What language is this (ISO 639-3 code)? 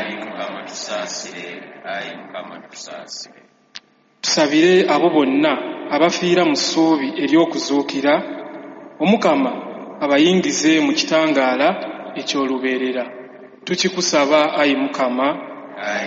lug